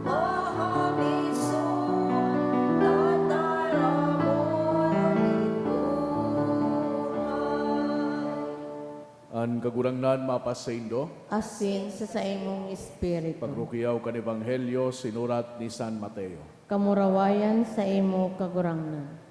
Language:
Bikol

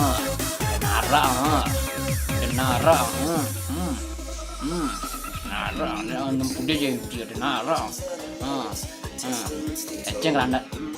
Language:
Minangkabau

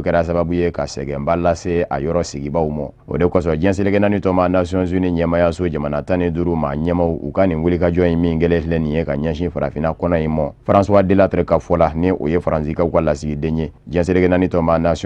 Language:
Bambara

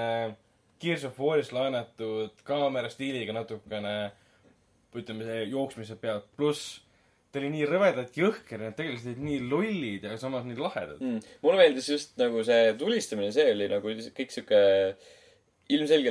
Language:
Estonian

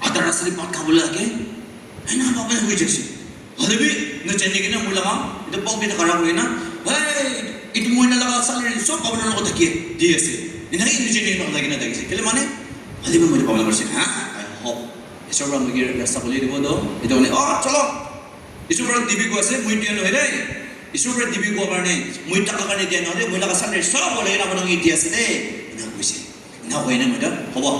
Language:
Naga Pidgin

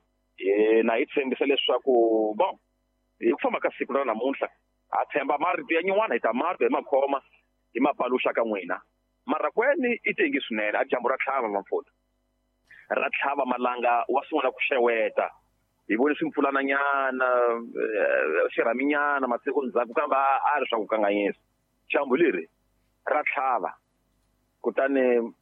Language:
Tsonga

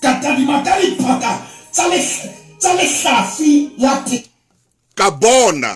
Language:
Southern Sotho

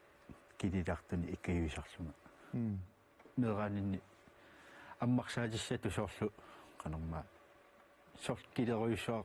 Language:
Kalaallisut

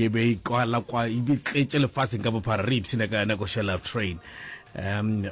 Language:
Northern Sotho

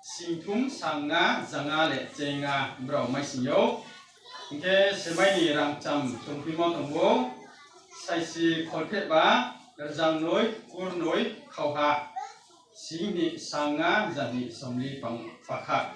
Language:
Riang (India)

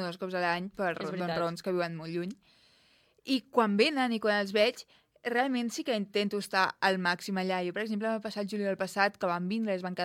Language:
Catalan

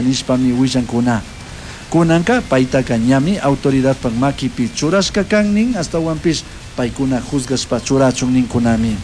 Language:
Chimborazo Highland Quichua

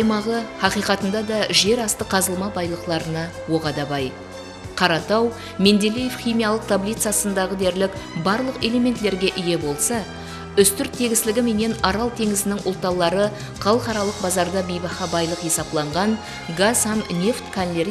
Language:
Kara-Kalpak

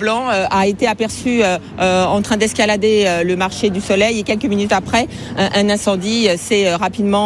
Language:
French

